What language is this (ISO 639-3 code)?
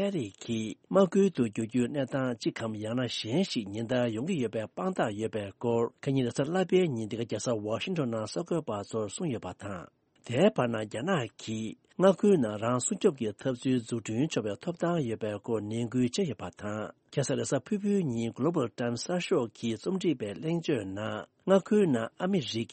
bod